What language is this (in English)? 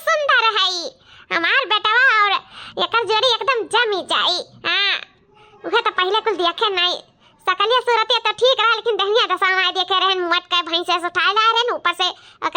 Awadhi